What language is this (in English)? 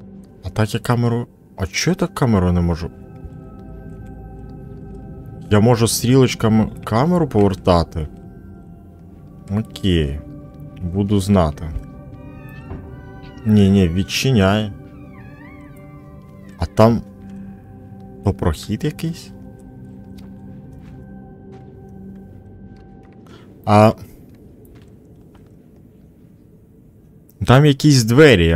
Ukrainian